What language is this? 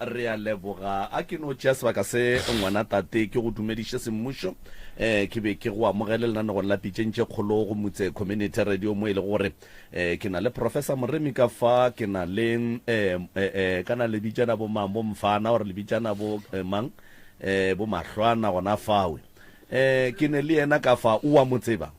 Northern Sotho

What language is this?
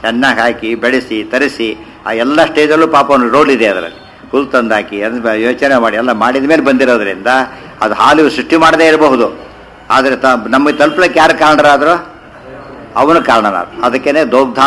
Kannada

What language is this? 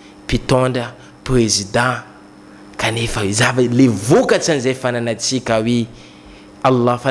Malagasy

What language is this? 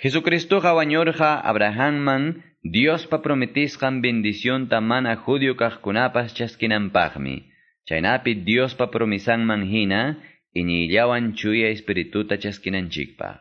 Quechua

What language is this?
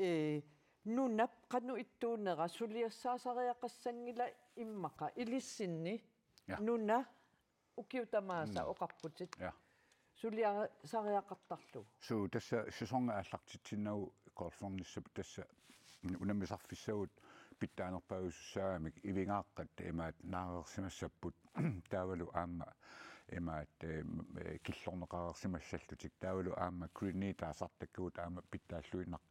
Kalaallisut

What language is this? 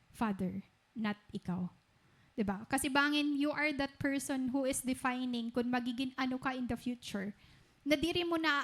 Waray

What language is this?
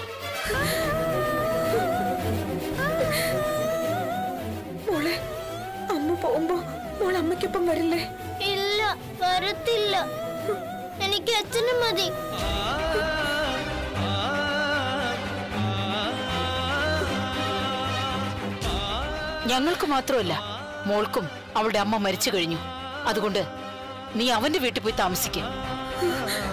Malayalam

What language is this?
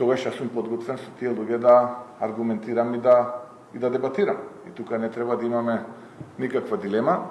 Macedonian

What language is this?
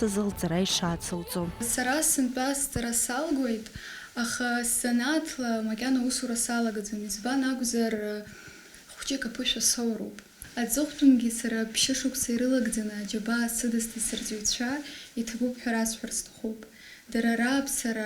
Abkhazian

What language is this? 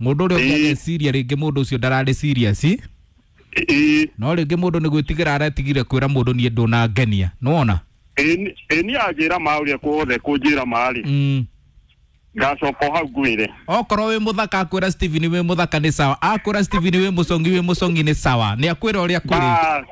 Kikuyu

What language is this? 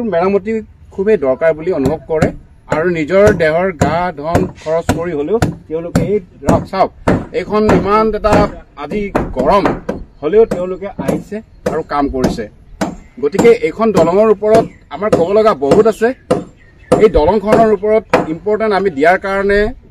Assamese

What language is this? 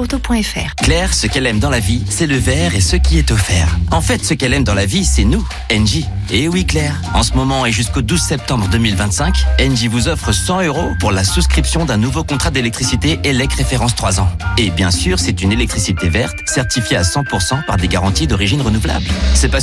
French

